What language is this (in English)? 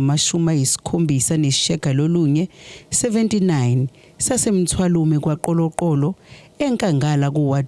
Zulu